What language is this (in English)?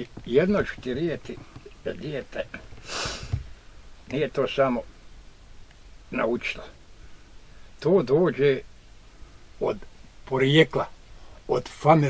Bosnian